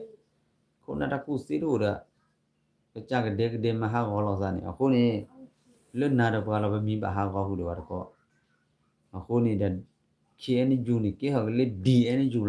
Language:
S'gaw Karen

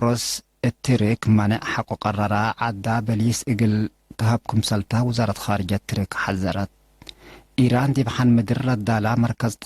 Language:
Tigre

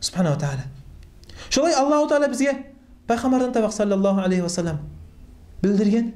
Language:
Kumyk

